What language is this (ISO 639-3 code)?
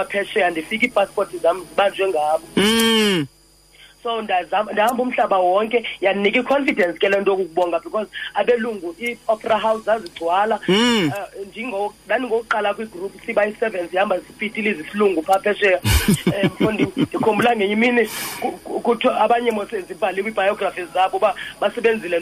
xho